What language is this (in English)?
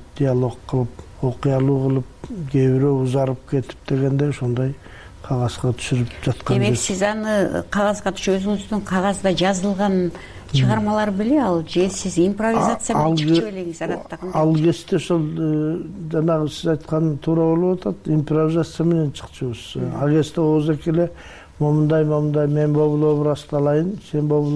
Kyrgyz